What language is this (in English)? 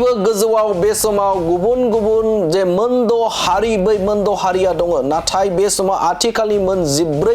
Bodo